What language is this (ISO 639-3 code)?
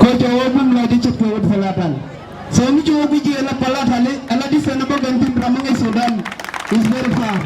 nus